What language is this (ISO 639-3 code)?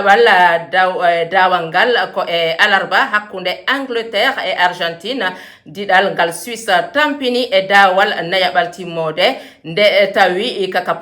ful